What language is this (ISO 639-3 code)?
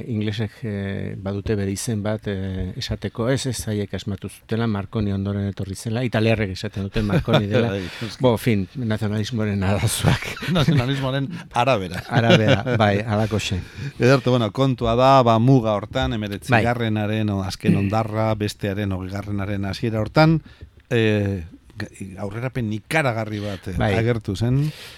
eus